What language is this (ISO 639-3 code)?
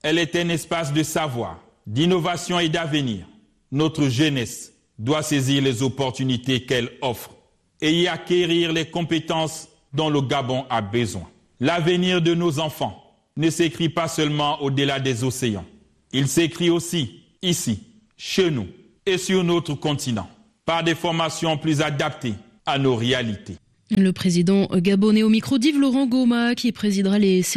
fra